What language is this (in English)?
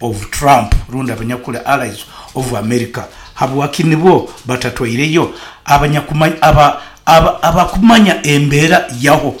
Nyankole